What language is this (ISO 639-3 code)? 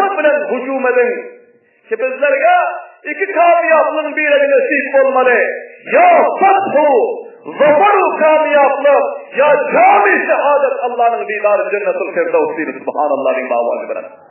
tuk